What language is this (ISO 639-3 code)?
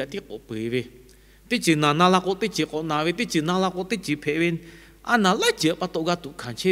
lhu